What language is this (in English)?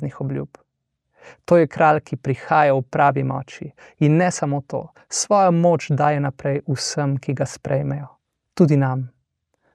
Slovenian